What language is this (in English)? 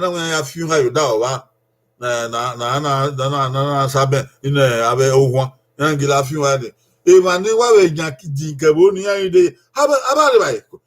Bini